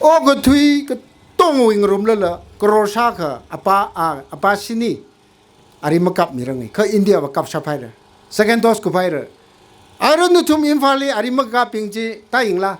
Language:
Tangkhul Naga (India)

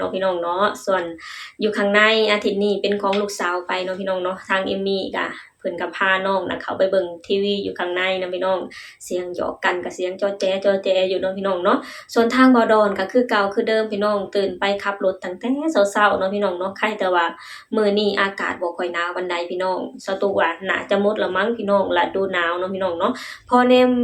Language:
Lao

